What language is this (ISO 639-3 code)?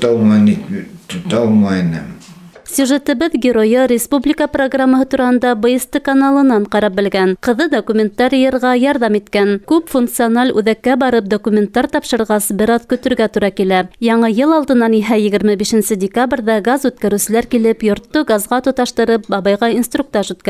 bak